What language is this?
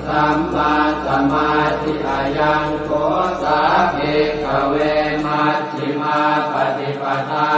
Pali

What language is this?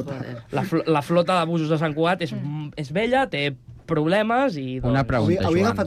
Catalan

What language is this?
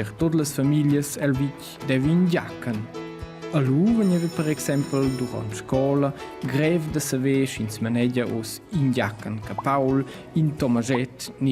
Romansh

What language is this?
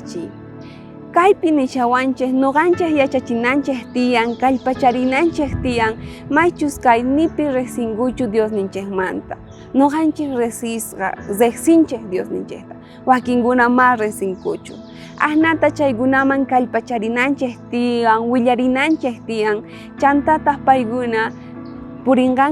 South Bolivian Quechua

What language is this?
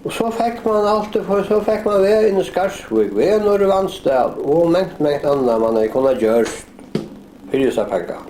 Faroese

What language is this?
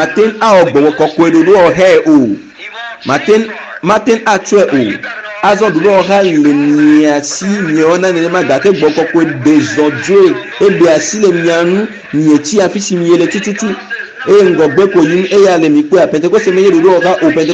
Ewe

